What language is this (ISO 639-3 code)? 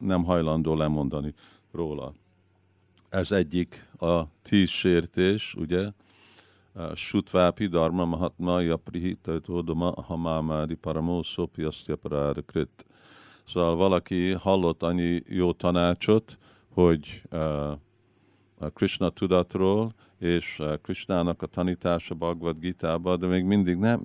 hun